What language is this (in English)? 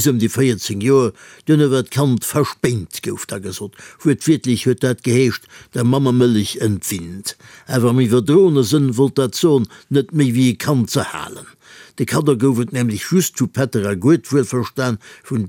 Luxembourgish